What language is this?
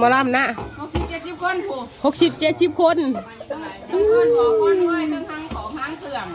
Northeastern Thai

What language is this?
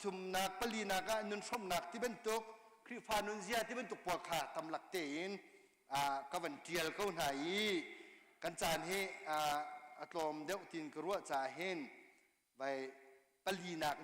Hakha Chin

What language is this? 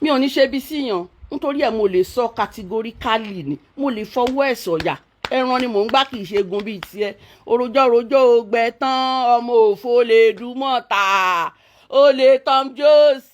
Yoruba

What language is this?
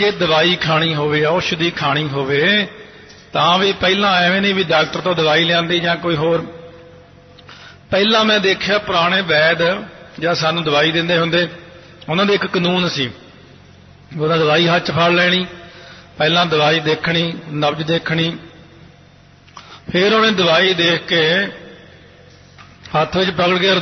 Punjabi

